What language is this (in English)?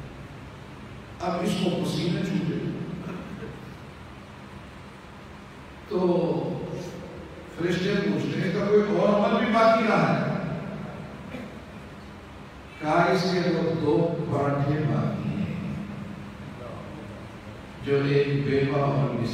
Urdu